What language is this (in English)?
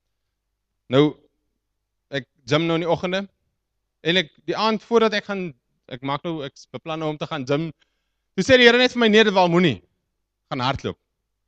Afrikaans